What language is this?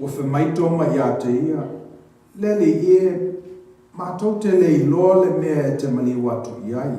Samoan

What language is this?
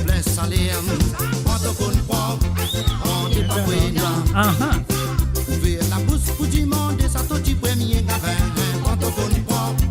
Morisyen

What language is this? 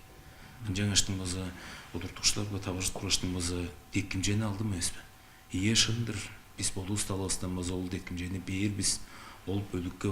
Tuvinian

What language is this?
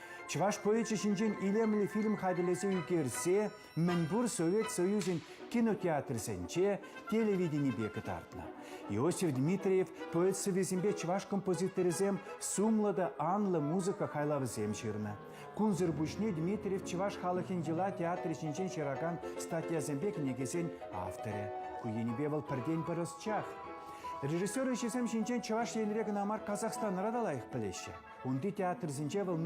Chuvash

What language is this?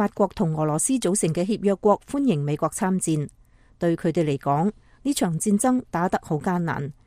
Cantonese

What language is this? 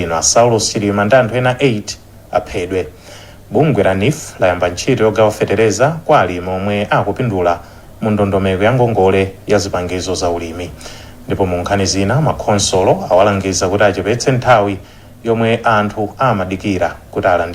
Nyanja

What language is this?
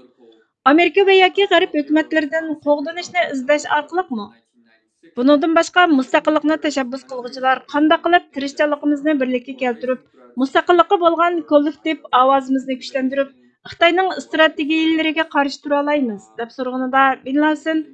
Uyghur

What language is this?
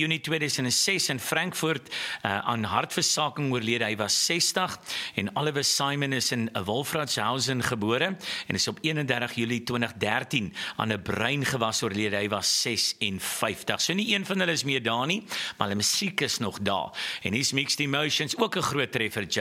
Afrikaans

